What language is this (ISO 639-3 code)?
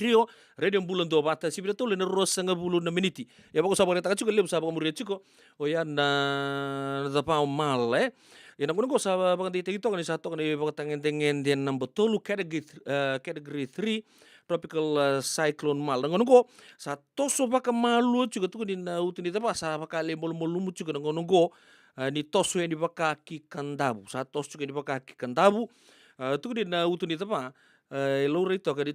fij